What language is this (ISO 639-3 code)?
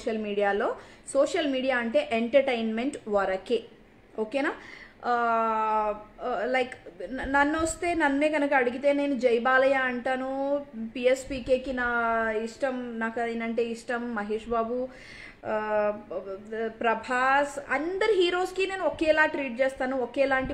tel